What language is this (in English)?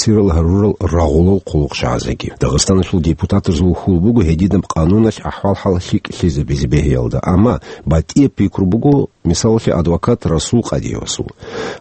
Avaric